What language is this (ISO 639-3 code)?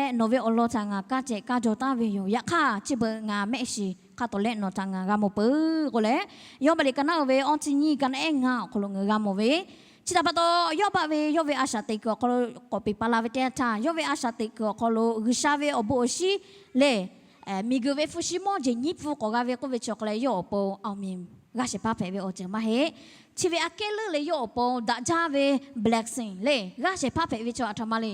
lhu